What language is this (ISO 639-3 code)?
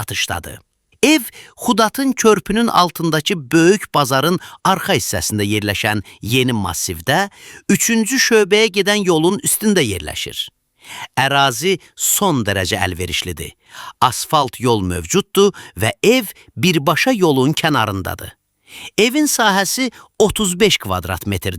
aze